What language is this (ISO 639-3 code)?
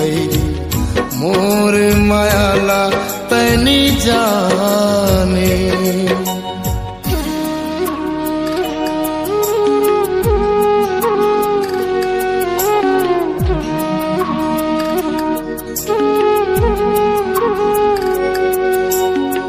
hne